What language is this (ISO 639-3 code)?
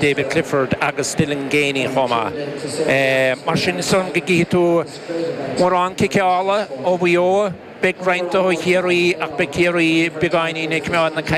gle